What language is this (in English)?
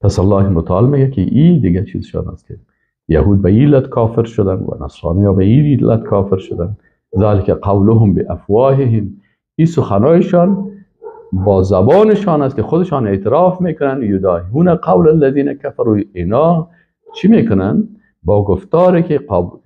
Persian